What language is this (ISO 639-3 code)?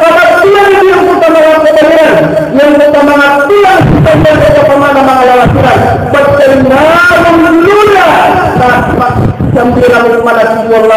mrw